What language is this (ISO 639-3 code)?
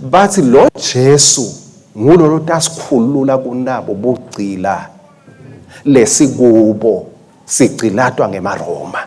ssw